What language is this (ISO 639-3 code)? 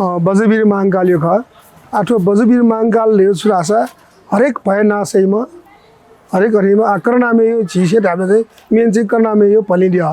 new